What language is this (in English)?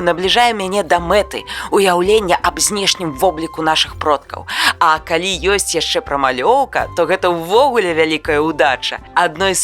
Belarusian